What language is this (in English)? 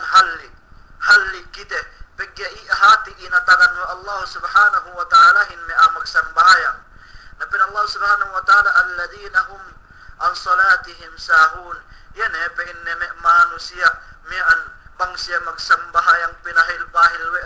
Yakan